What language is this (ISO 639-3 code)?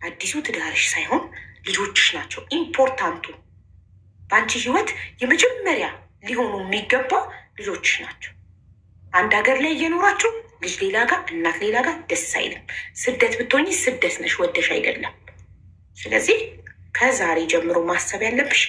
amh